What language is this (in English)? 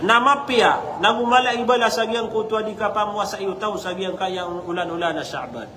Maranao